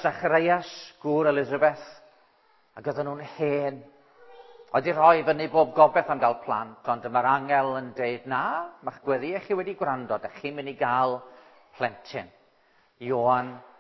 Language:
Welsh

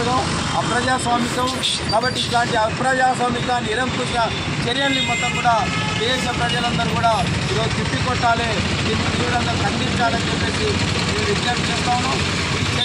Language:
Telugu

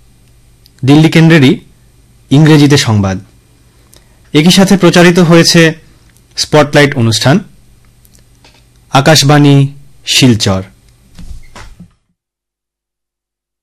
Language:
Bangla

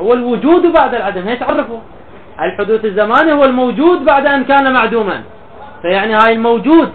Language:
Mesopotamian Arabic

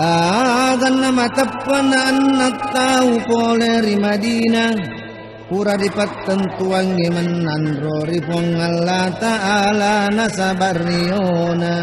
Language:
Buginese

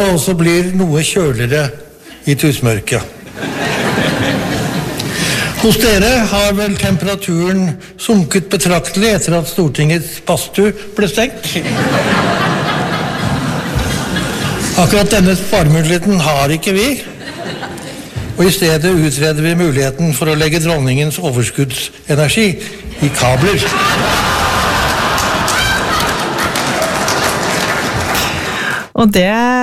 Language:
Norwegian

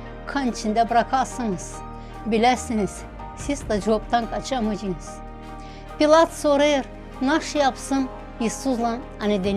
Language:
Gagauz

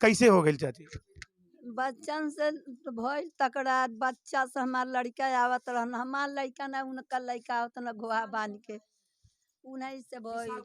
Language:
Bhojpuri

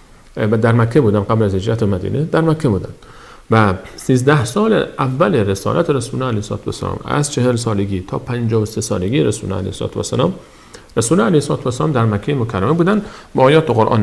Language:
Persian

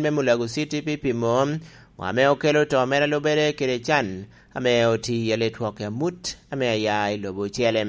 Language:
Lango (Uganda)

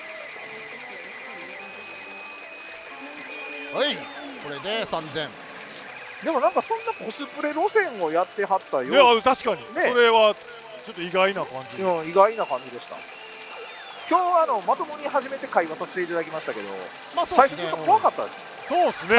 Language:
Japanese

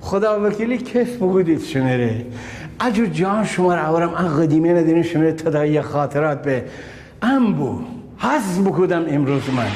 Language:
Gilaki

